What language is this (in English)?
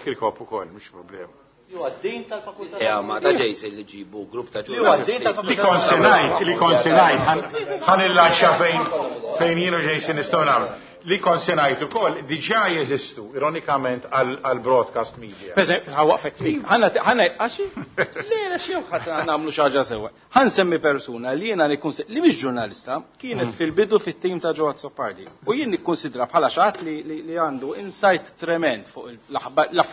Maltese